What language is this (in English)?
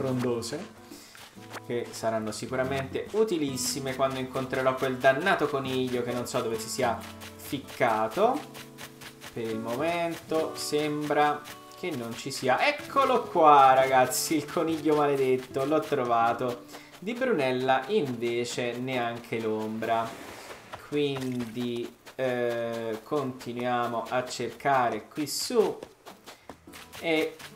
Italian